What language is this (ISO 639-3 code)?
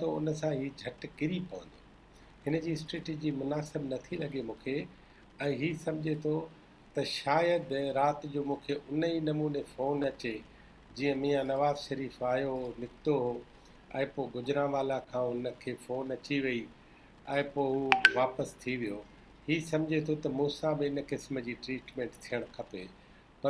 snd